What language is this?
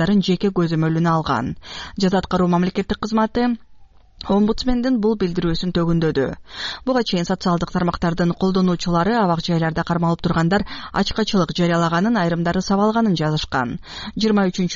Kyrgyz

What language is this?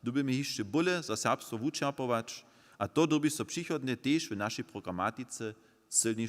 Upper Sorbian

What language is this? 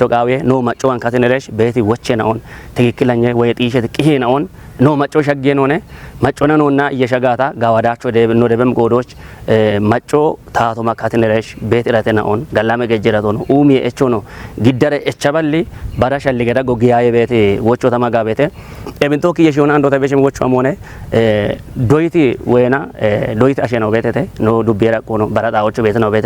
Kafa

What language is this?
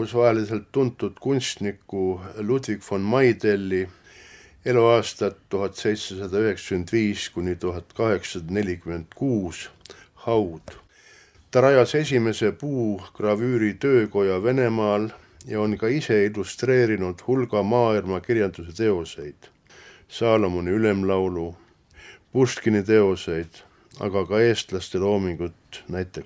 Estonian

